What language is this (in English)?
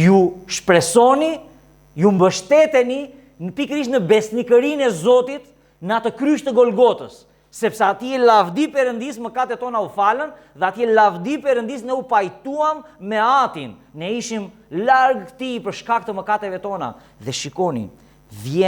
Albanian